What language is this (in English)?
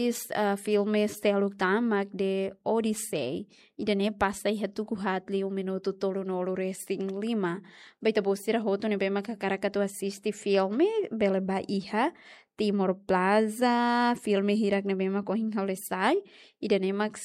Tetum